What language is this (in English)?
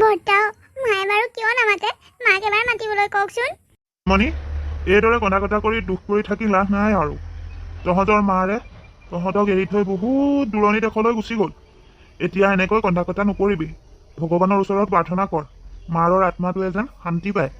Assamese